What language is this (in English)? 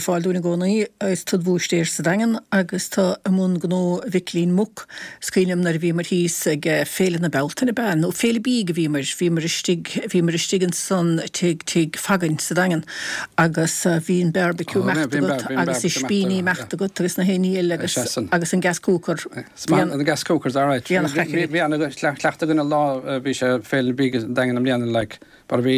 Irish